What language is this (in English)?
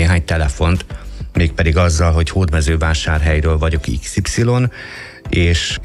Hungarian